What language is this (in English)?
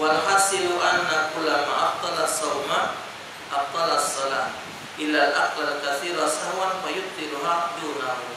Musi